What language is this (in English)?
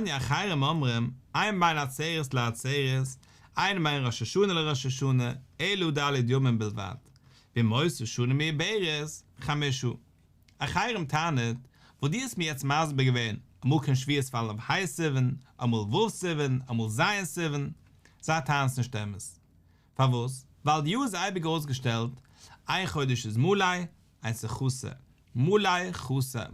Yiddish